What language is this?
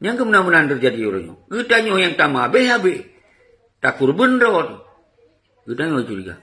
Achinese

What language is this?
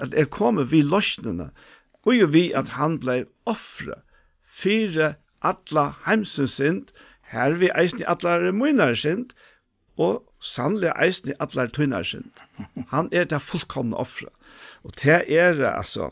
Faroese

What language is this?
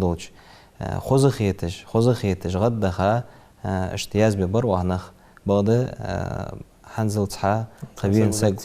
Ingush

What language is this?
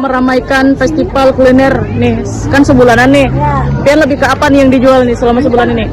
Banjar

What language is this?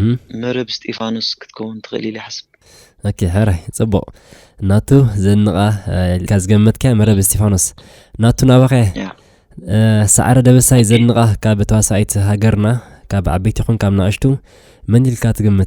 Tigrinya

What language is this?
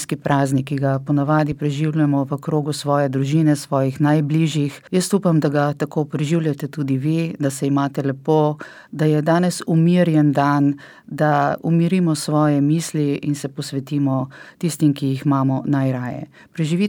Slovenian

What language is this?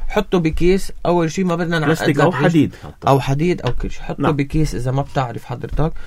North Levantine Arabic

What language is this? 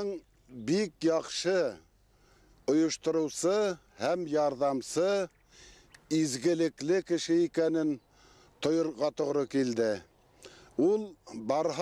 Bashkir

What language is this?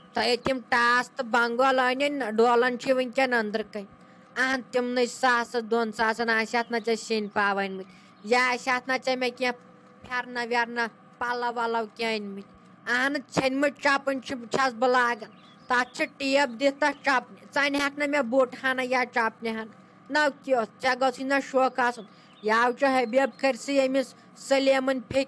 Kashmiri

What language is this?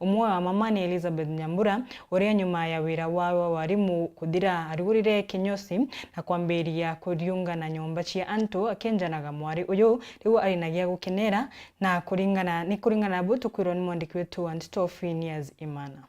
Meru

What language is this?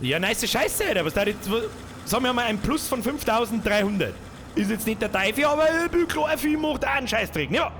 Bavarian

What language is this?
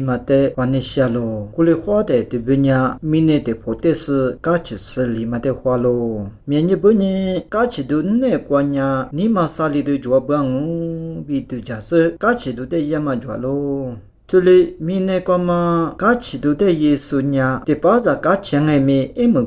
Lisu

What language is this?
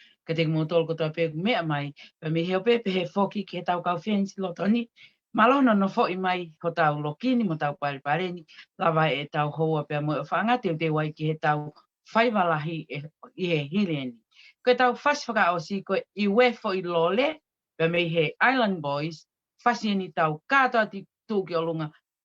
Tongan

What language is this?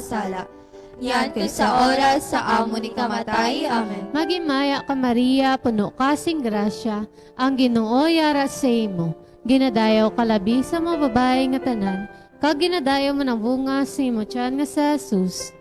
Hiligaynon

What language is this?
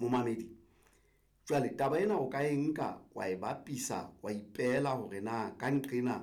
Southern Sotho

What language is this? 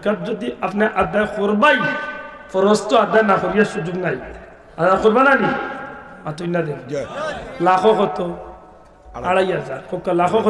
Sylheti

